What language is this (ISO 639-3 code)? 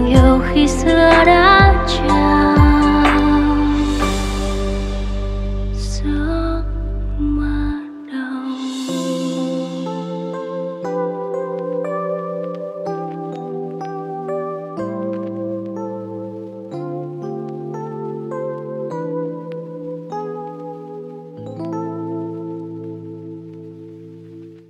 vie